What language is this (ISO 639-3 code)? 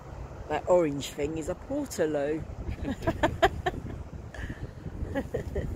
eng